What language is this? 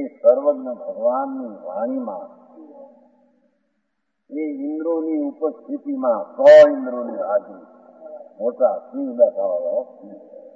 Gujarati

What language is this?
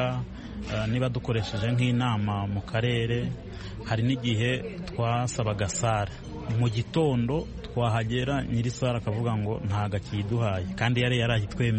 Kinyarwanda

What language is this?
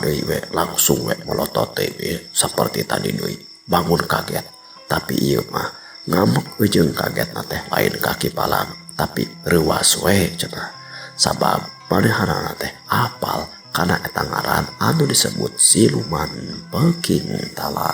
Sundanese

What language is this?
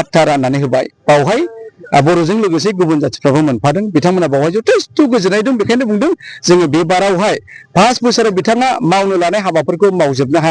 Bodo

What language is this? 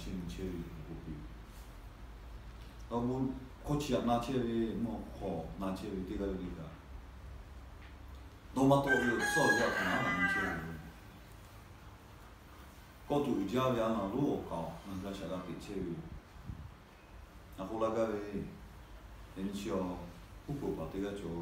Chinese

